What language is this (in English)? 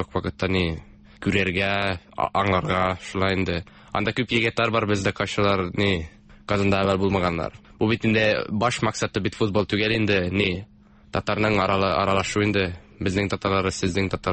Tatar